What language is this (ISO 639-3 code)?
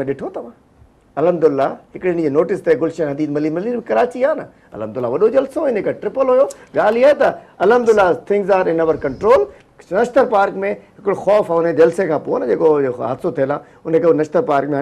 snd